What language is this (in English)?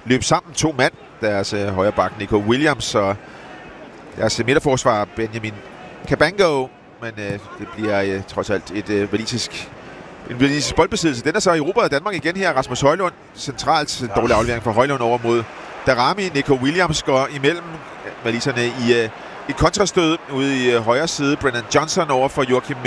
Danish